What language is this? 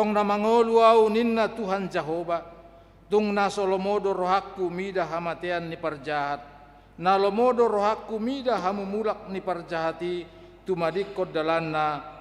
Batak Toba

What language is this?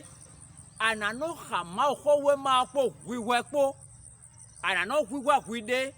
Fon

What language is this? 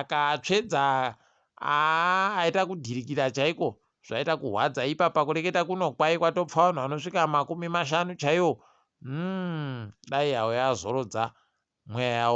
Ndau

